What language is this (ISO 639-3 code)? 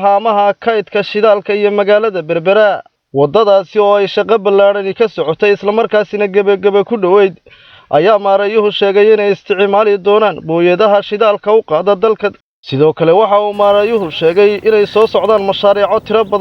som